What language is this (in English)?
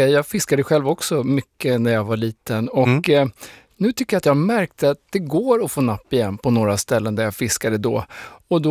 Swedish